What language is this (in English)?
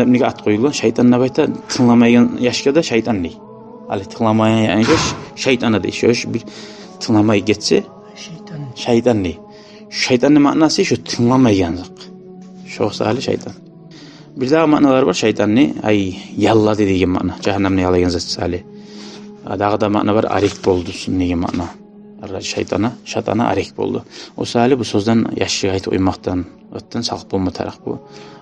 Kumyk